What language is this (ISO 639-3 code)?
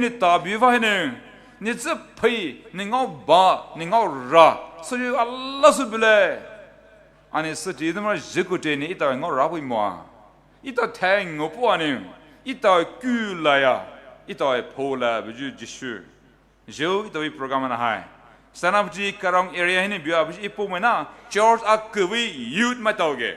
pmx